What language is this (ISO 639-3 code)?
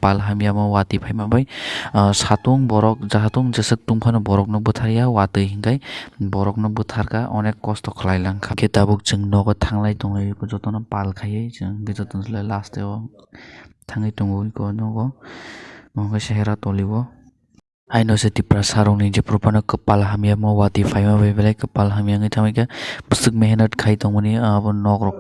trp